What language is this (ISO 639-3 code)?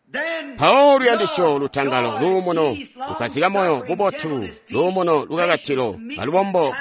toi